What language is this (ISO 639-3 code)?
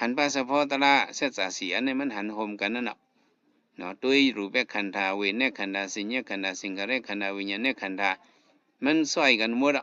shn